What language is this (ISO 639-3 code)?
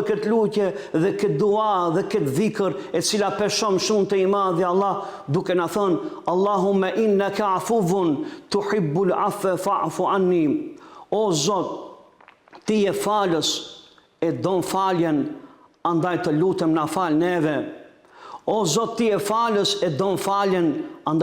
sqi